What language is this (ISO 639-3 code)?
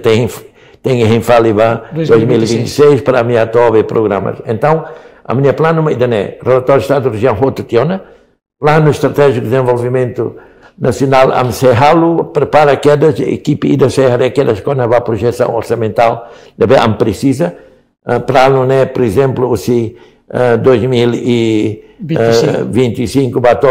tet